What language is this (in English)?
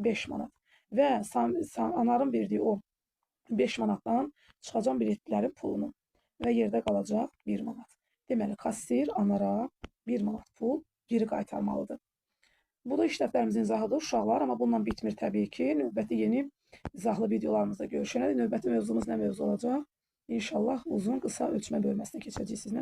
Azerbaijani